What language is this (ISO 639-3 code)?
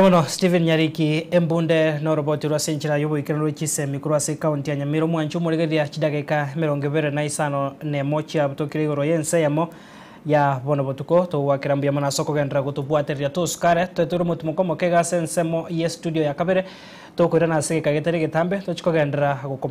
guz